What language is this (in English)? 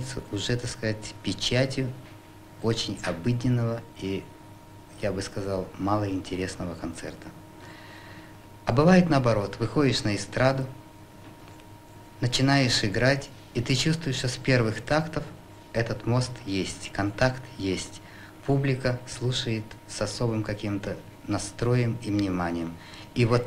Russian